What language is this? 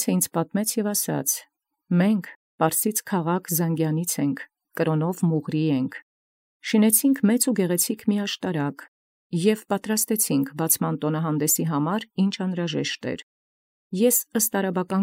Armenian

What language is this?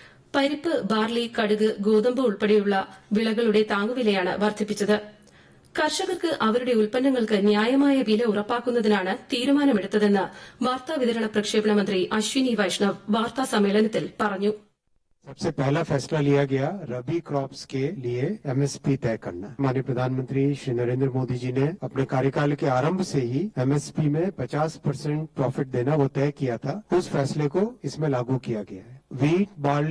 Malayalam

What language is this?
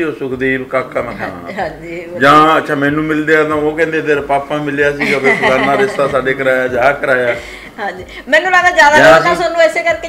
Punjabi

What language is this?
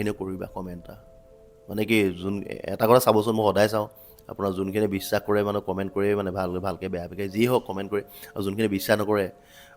Assamese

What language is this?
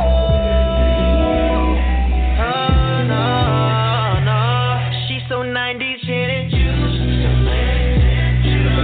English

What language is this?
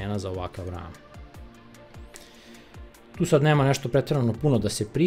Serbian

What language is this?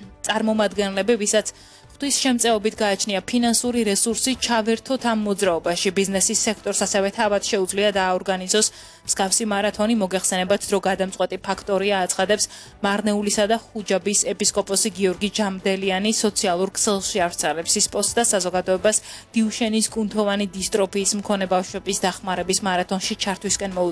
Georgian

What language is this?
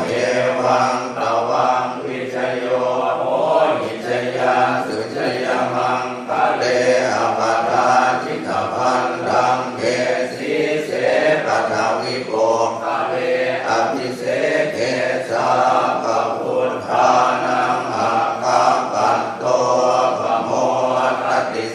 Pali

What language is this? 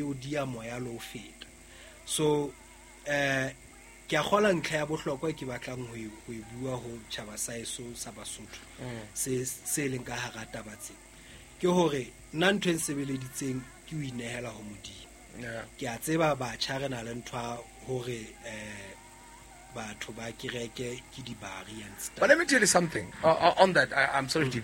Southern Sotho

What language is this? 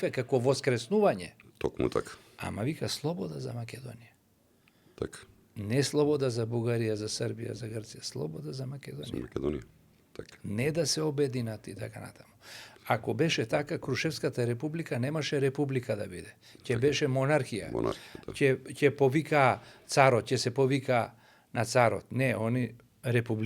Macedonian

